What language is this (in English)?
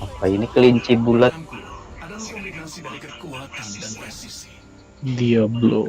Banjar